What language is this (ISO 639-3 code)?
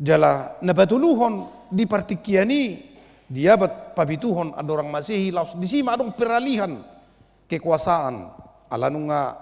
bbc